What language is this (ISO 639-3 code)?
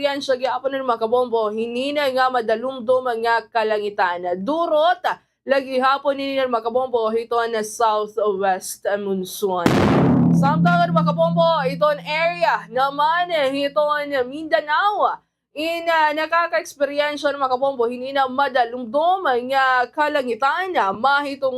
war